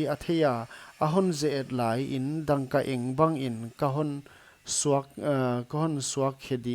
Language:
Paite Chin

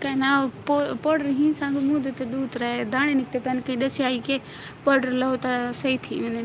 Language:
Saraiki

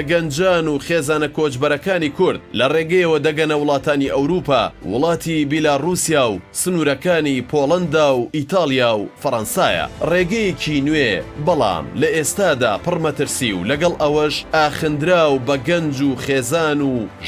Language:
Central Kurdish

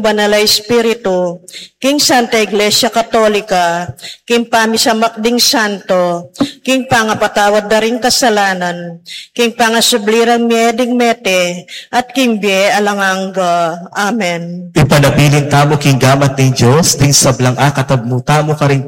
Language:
Pampanga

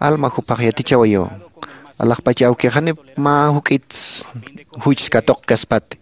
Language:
Aymara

